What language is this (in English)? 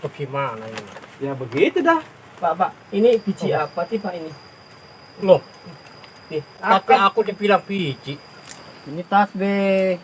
Betawi